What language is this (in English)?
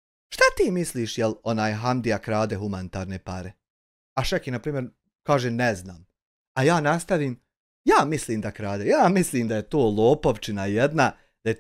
Bosnian